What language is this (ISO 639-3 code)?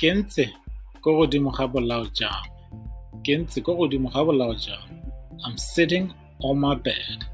tsn